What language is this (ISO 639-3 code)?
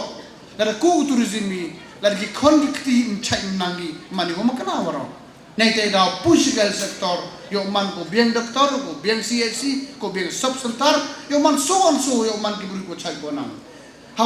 kha